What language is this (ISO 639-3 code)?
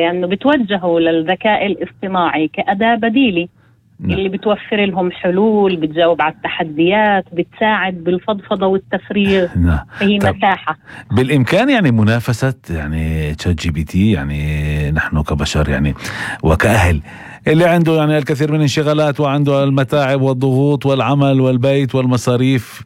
apc